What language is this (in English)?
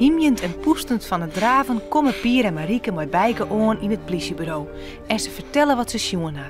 Western Frisian